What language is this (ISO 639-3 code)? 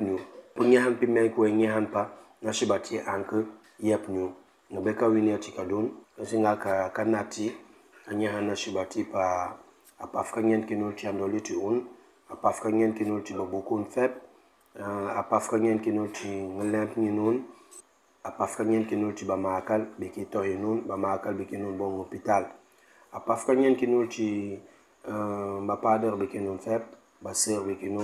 knf